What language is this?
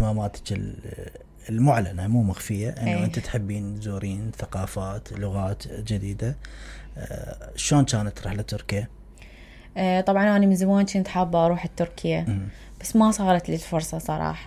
Mesopotamian Arabic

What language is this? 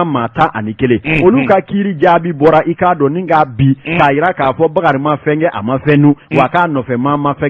Bambara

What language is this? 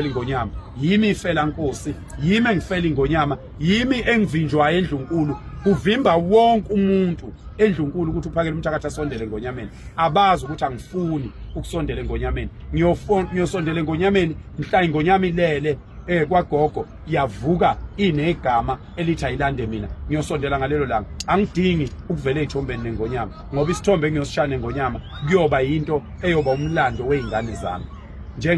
Zulu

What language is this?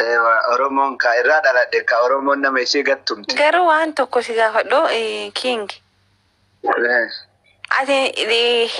Oromo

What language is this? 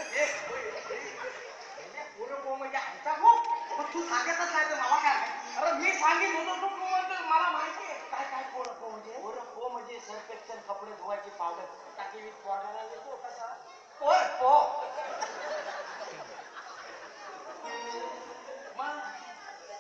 Marathi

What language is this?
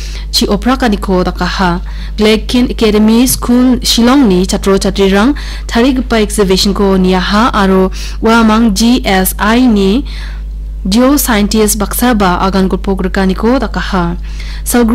Garo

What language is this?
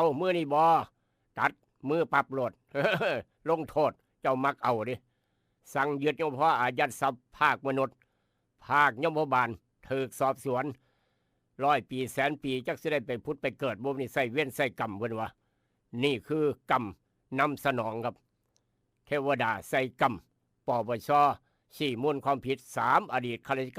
Northeastern Thai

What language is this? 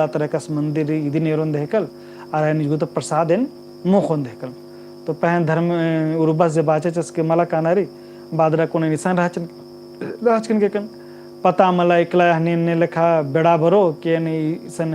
Kurukh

